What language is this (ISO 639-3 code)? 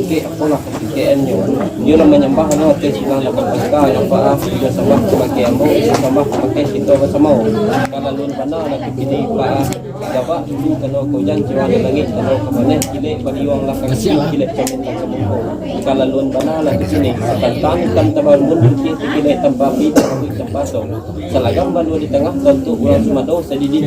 min